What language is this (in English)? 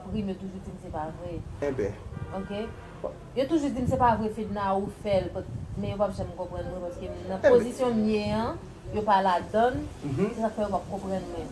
Haitian Creole